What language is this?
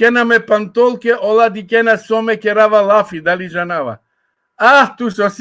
Balkan Romani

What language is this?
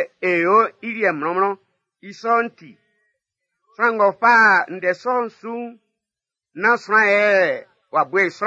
Baoulé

